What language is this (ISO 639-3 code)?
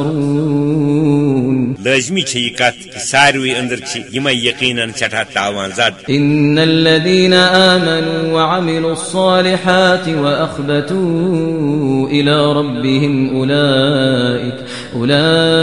kas